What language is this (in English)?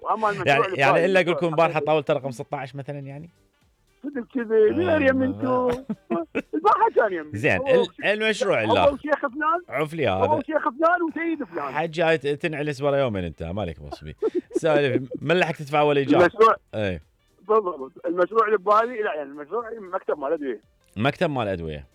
Mesopotamian Arabic